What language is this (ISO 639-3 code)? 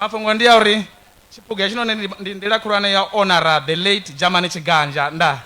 ven